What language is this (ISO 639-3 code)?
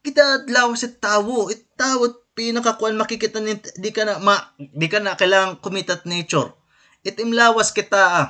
war